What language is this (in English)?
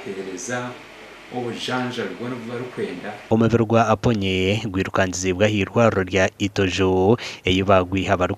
Nyankole